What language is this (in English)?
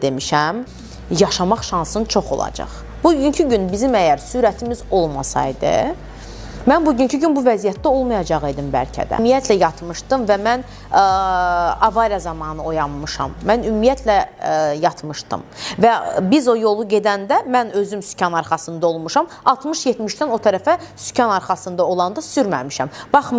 Azerbaijani